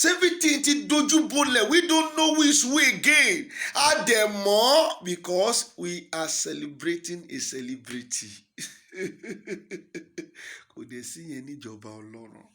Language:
Yoruba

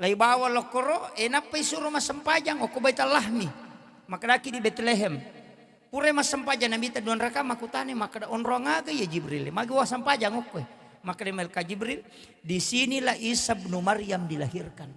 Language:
Buginese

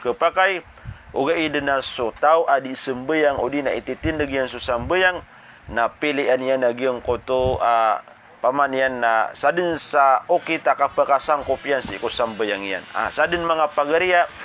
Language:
Maranao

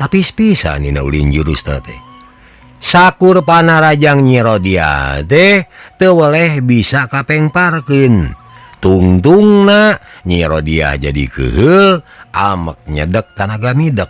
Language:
Sundanese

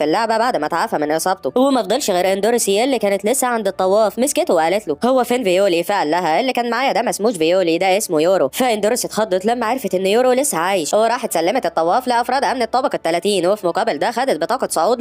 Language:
Egyptian Arabic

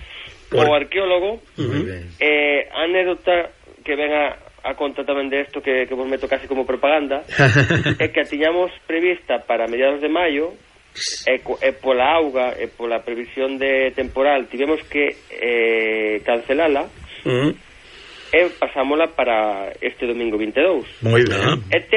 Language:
Galician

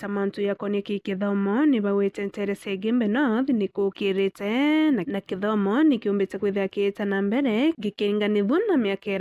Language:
Meru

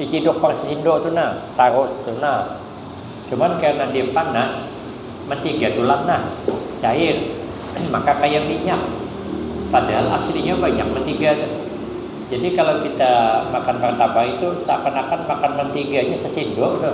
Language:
Banjar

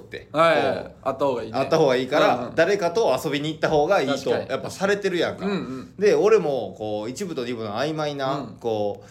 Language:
Japanese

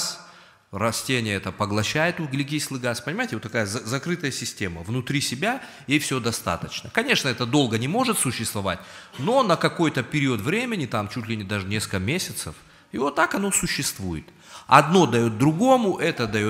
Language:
Russian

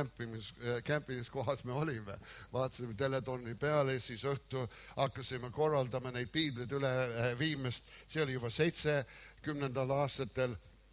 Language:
Estonian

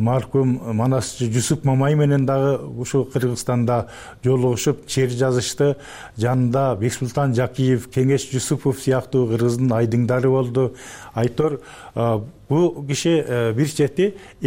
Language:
Kyrgyz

